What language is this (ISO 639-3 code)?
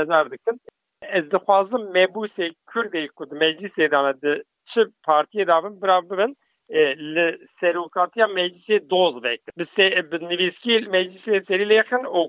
kur